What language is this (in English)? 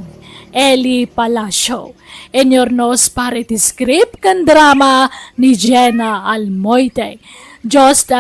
Iloko